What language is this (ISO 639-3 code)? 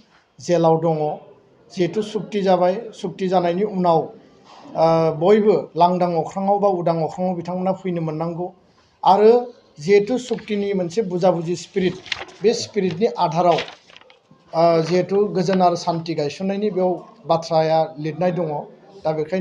brx